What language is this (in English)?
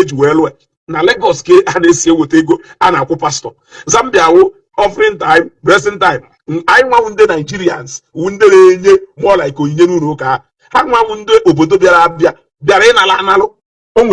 Igbo